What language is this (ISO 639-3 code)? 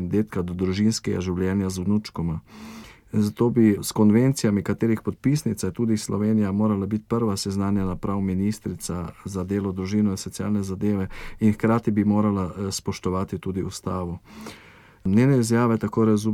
slv